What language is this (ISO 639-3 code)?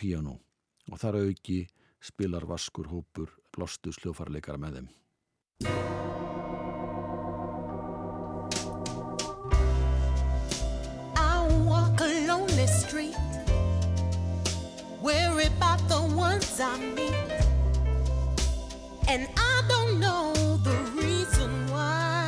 isl